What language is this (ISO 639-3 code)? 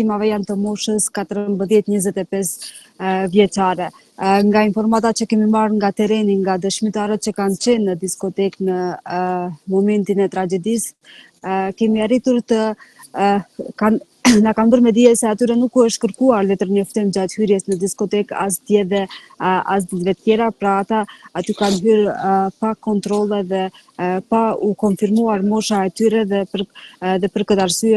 sqi